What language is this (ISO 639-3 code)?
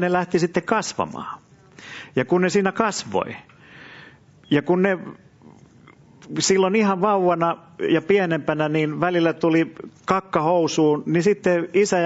fin